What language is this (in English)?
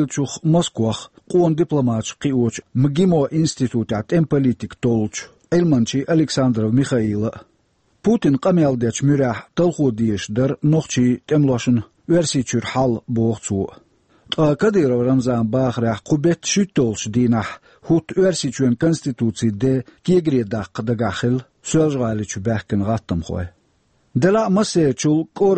Chechen